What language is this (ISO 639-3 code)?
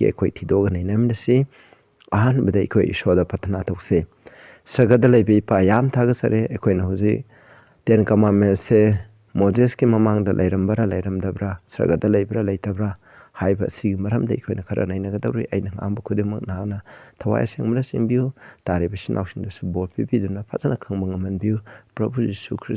mni